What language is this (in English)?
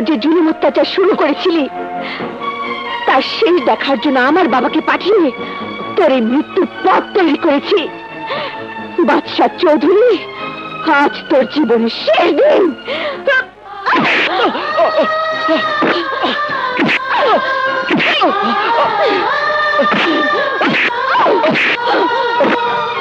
Bangla